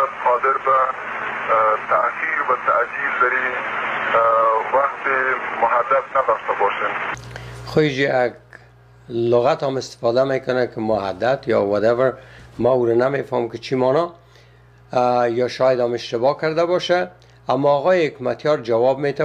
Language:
Persian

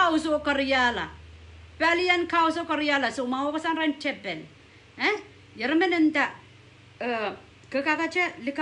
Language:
Pohnpeian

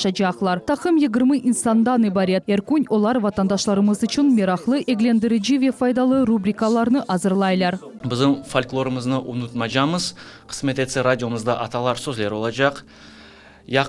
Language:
Crimean Tatar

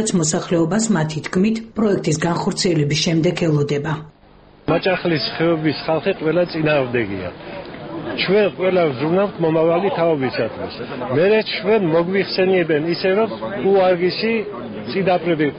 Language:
Georgian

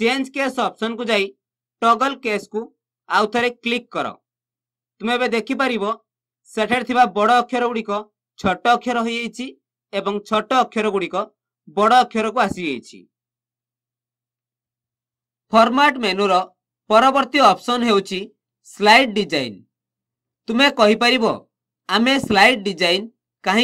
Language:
Odia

